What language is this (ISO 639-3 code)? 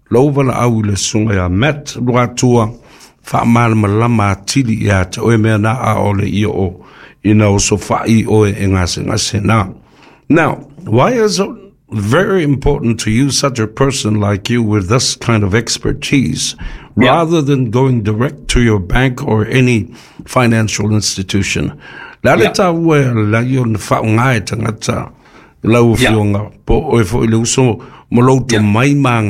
smo